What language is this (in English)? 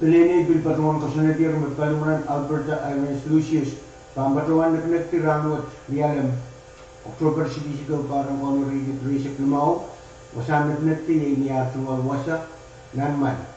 Pohnpeian